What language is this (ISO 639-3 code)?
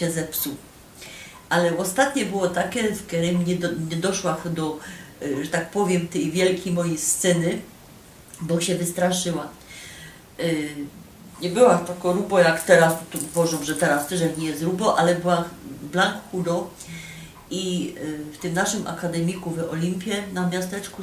szl